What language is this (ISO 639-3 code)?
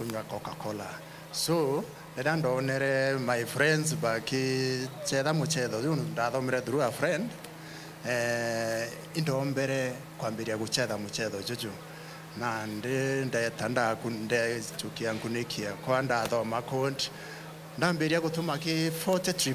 mer